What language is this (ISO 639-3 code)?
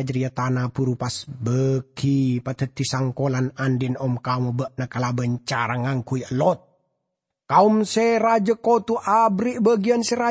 mad